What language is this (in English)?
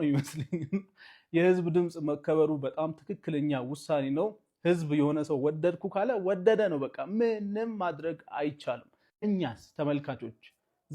Amharic